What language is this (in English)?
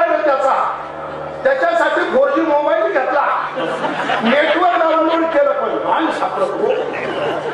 Marathi